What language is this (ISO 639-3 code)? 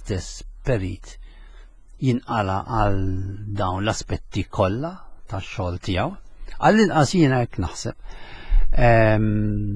mlt